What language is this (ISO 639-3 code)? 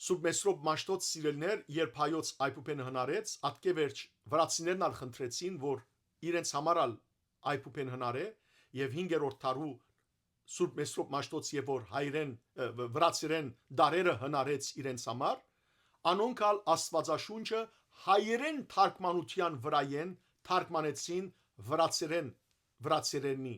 hyw